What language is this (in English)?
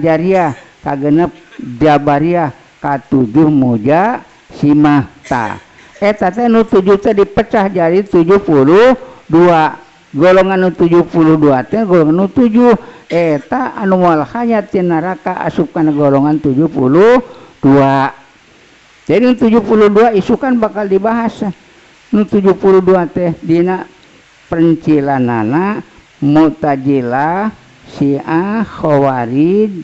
Sundanese